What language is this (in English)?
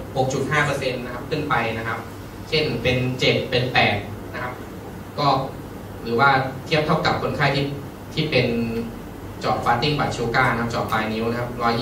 Thai